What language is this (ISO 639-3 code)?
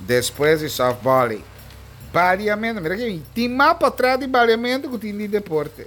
pap